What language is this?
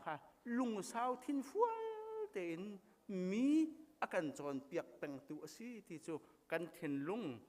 Hakha Chin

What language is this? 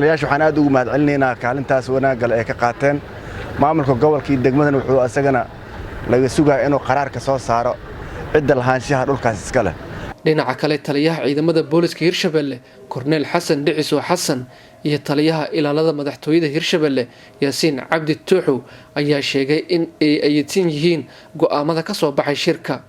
Somali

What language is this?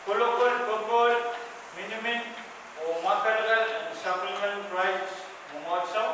Pohnpeian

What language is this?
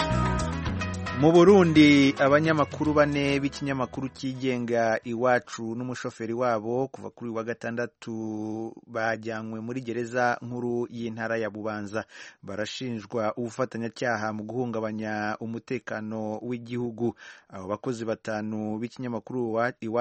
Kinyarwanda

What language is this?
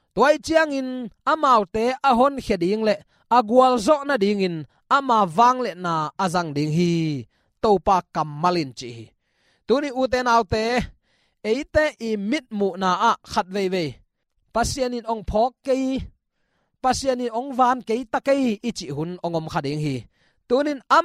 Tedim Chin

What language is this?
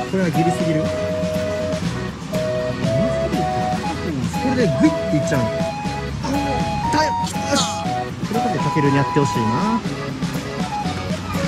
Japanese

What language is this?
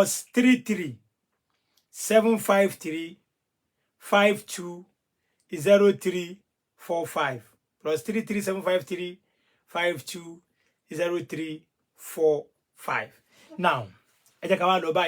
Yoruba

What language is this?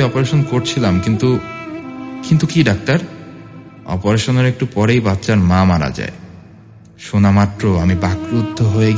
Bangla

